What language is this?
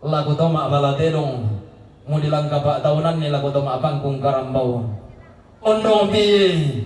Toraja-Sa'dan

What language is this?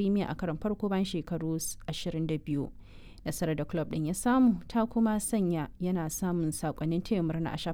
Hausa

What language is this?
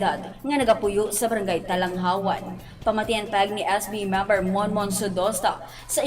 Hiligaynon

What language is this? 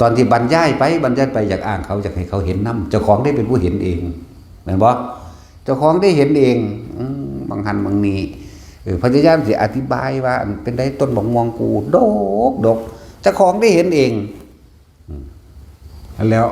Northeastern Thai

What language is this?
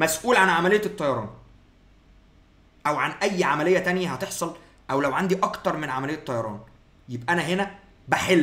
Egyptian Arabic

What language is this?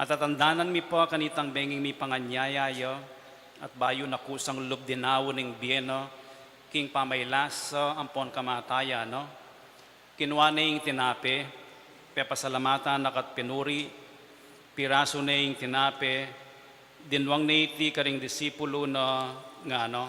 Pampanga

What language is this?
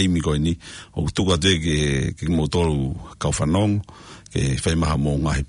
Tongan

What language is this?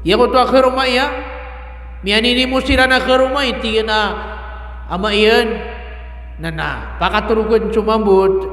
Maranao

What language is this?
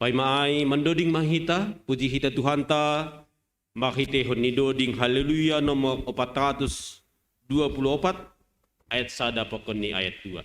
Batak Simalungun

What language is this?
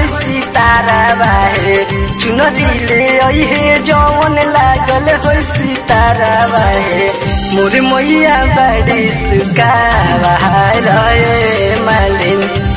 Bhojpuri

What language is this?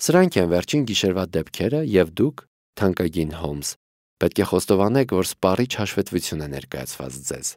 Armenian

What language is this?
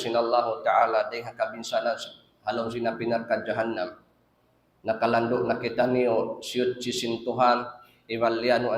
Tausug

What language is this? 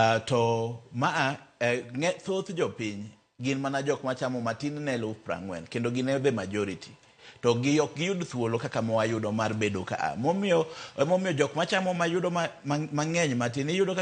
Luo (Kenya and Tanzania)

